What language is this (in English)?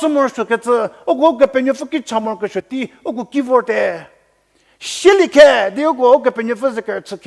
Angami Naga